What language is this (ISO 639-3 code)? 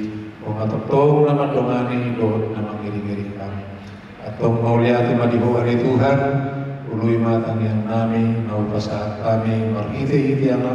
bbc